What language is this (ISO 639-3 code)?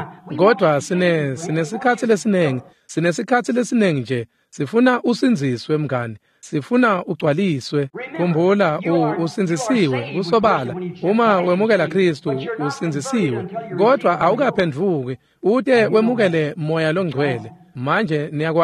ssw